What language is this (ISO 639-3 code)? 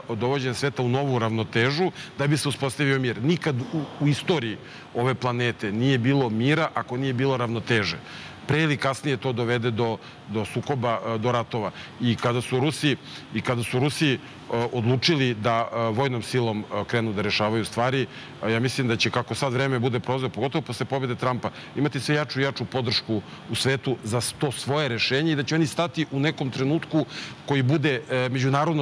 srp